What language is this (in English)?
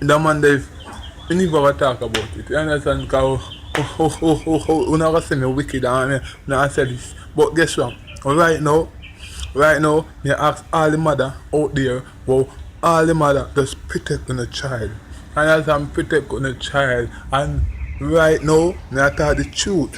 Jamaican Creole English